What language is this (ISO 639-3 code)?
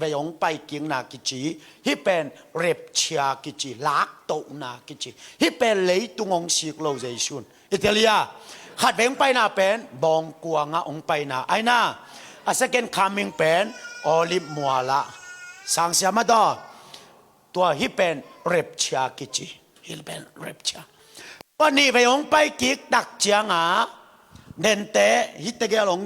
ctd